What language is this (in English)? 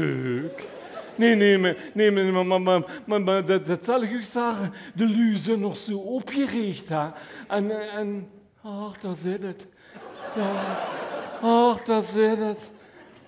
Limburgish